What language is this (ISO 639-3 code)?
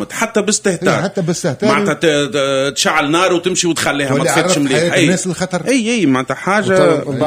aeb